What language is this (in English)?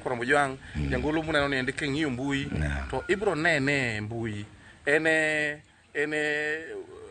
Luo (Kenya and Tanzania)